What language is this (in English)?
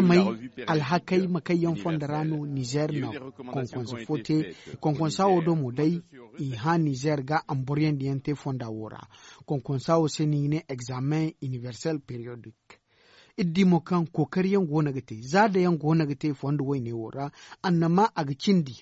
Zarma